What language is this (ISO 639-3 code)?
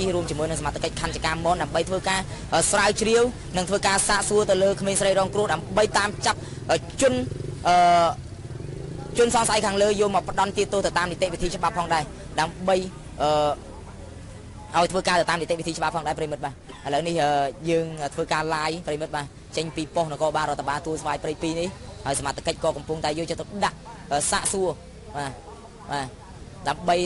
khm